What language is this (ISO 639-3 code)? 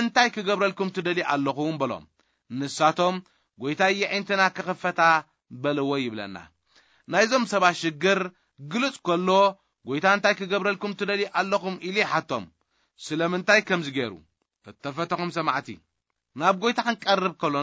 tir